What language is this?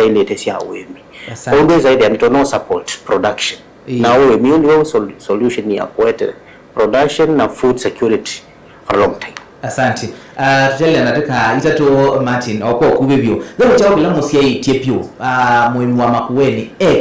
Kamba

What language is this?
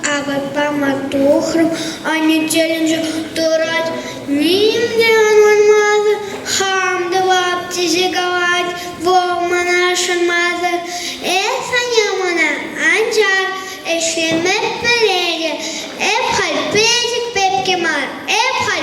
Chuvash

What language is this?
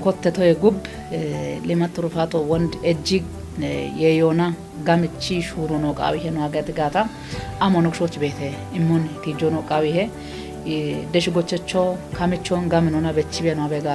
Kafa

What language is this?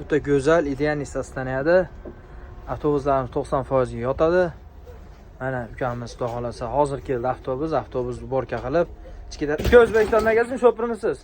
Uzbek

